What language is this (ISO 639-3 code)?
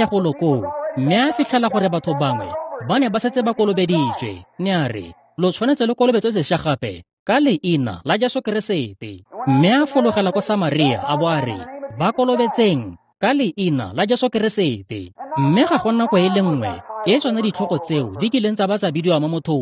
tsn